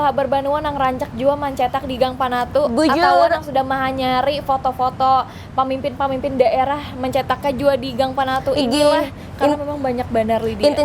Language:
Banjar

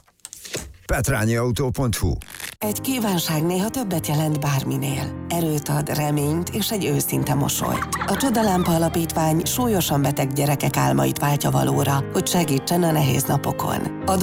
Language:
Hungarian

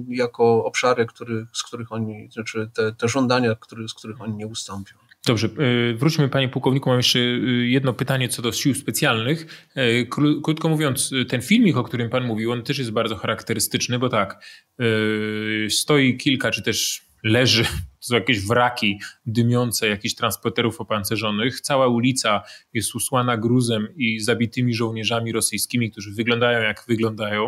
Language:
Polish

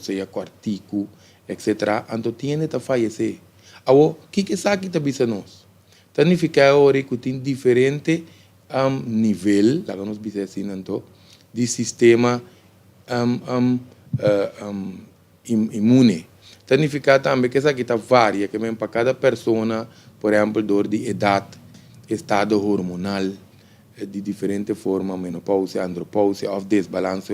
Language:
Papiamento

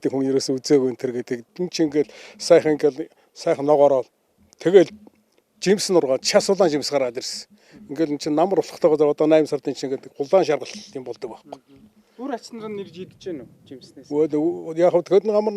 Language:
Mongolian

